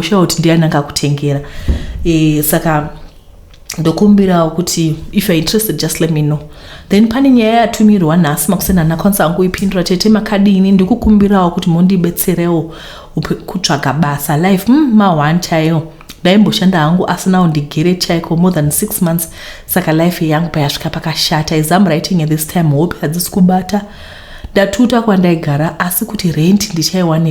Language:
Shona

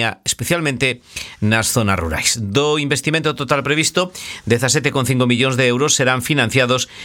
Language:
Galician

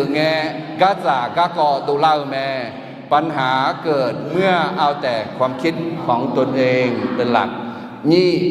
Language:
Akha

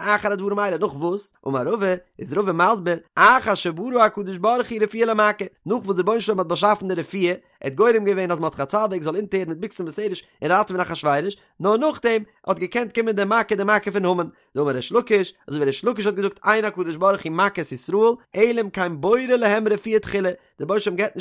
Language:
Yiddish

